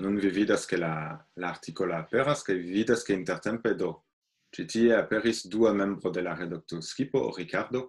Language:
Esperanto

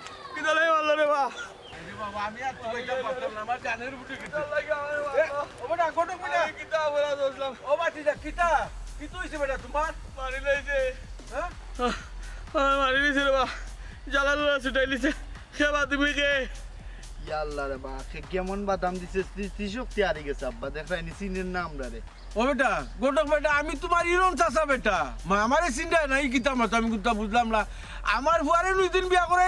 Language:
Sylheti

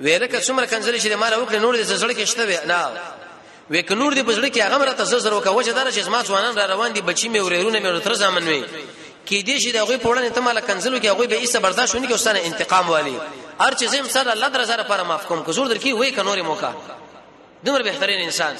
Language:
Pashto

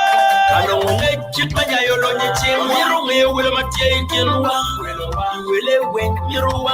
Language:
Acoli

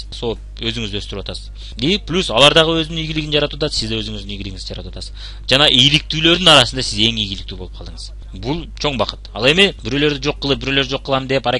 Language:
Kyrgyz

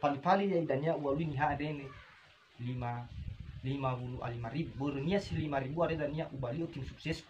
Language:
Nias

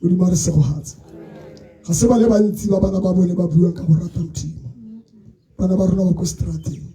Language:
Tswana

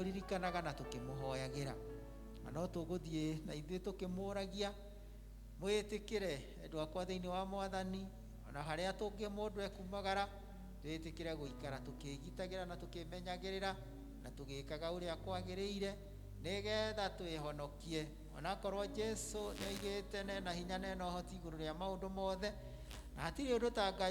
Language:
Kikuyu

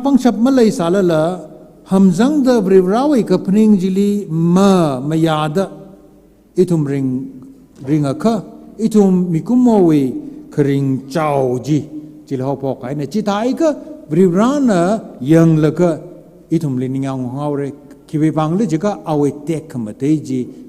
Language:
Tangkhul Naga (India)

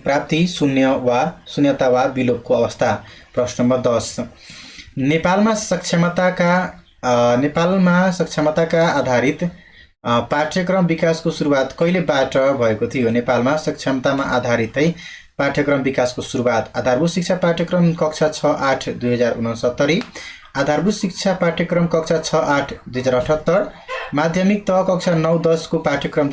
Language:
Nepali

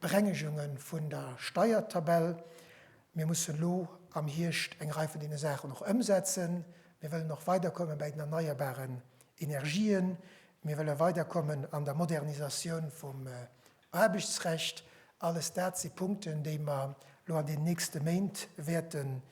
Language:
Luxembourgish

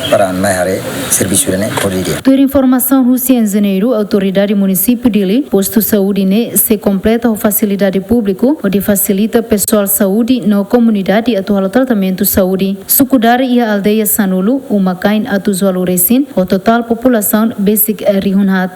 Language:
Tetum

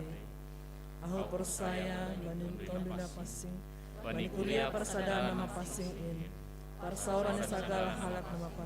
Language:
Batak Simalungun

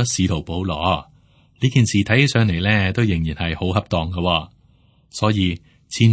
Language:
Cantonese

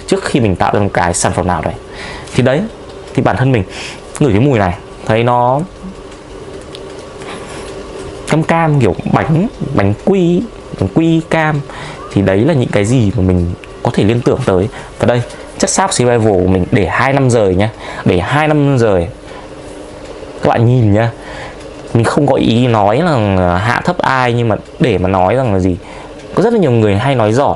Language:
Vietnamese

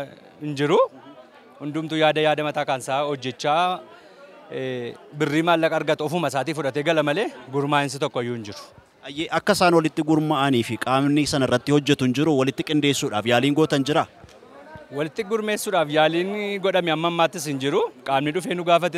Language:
Oromo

